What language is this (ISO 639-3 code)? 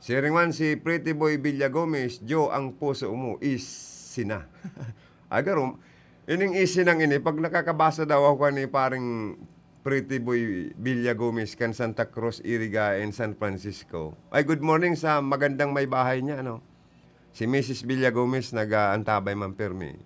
bik